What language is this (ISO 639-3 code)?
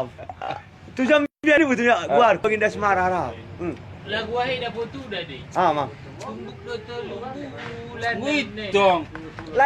akb